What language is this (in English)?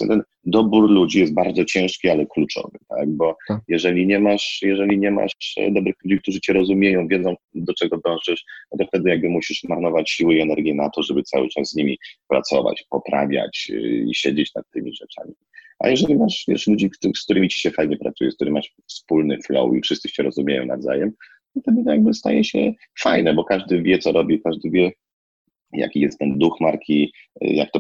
Polish